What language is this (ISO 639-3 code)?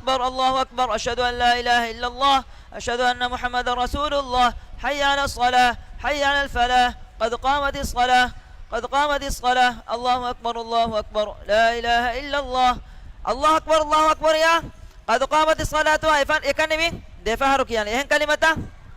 div